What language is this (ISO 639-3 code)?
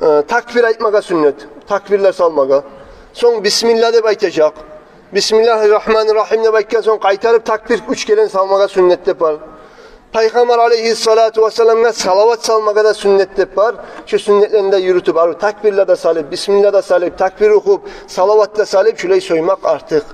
kum